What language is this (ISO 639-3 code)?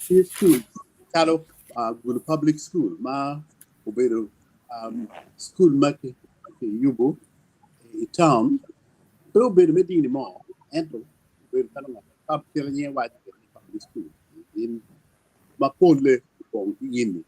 ach